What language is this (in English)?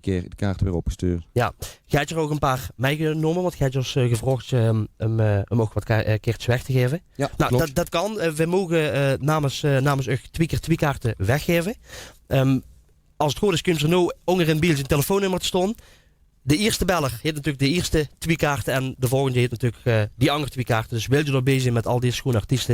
Limburgish